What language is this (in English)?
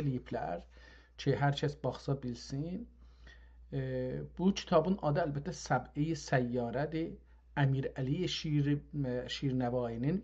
South Azerbaijani